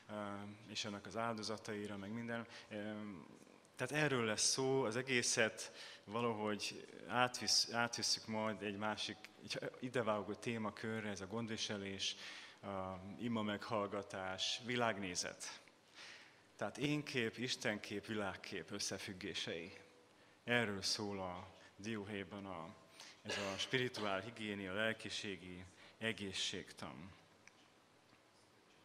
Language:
Hungarian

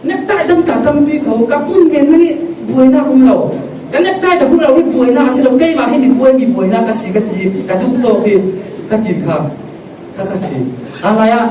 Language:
Falam Chin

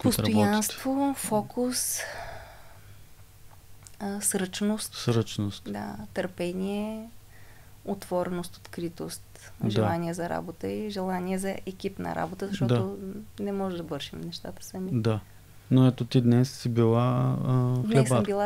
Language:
Bulgarian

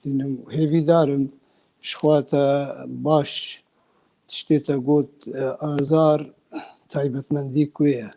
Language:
Kurdish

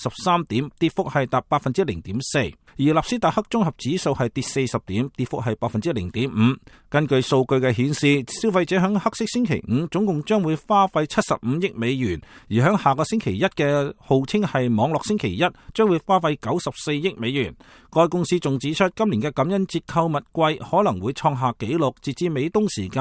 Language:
Cantonese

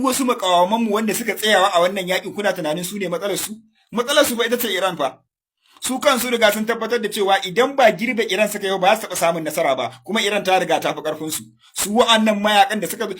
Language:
Hausa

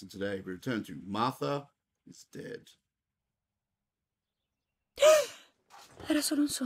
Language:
Italian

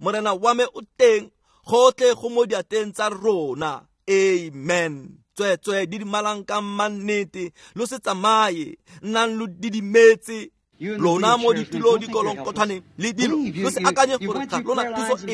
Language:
Tswana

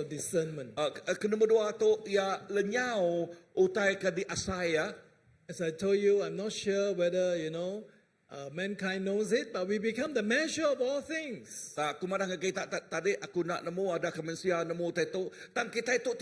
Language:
Iban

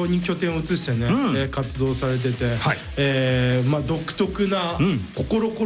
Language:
Japanese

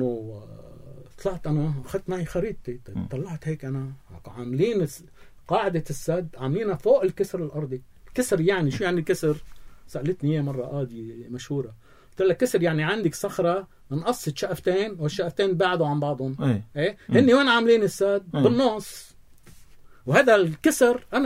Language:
North Levantine Arabic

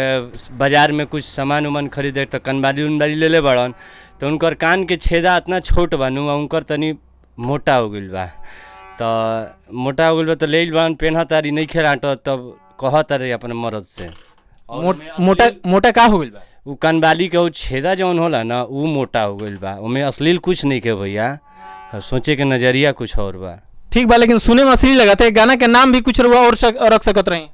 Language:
Bhojpuri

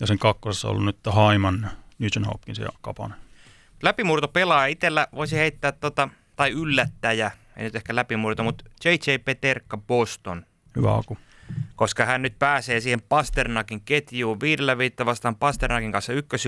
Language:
Finnish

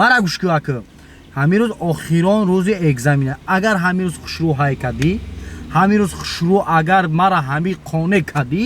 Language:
Tajik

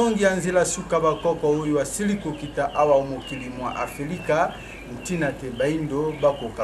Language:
Lingala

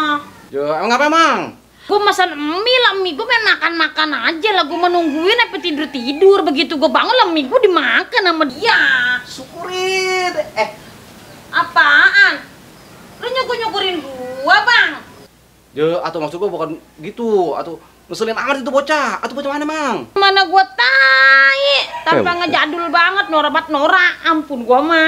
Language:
Betawi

